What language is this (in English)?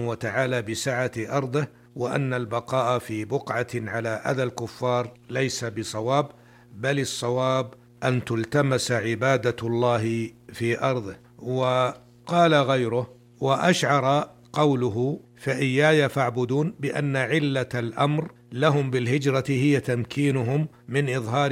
Arabic